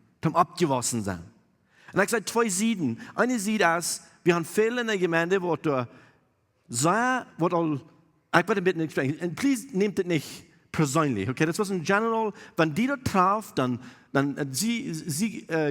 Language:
Plautdietsch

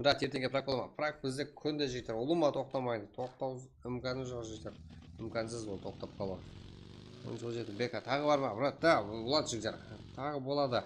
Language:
Kara-Kalpak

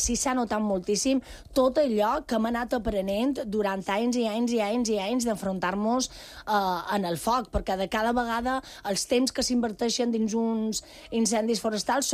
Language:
Catalan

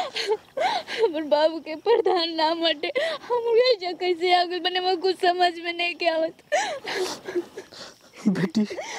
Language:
Bhojpuri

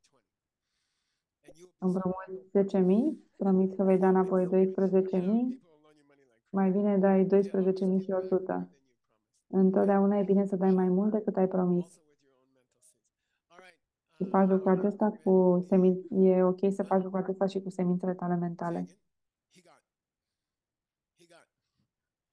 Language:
Romanian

